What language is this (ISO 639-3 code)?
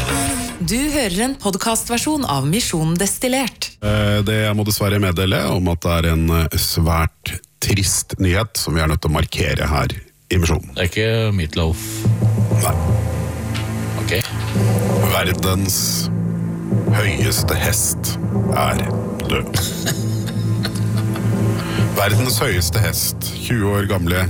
nor